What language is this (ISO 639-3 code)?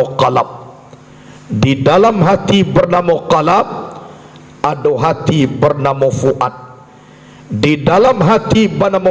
min